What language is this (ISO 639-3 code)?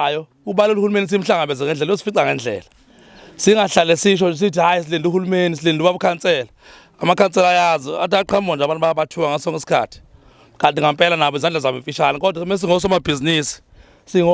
zul